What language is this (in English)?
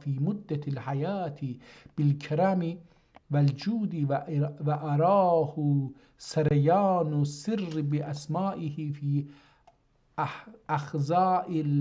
South Azerbaijani